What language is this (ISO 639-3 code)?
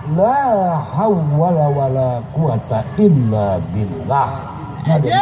sas